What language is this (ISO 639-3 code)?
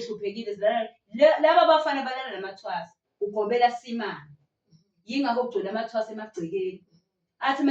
zul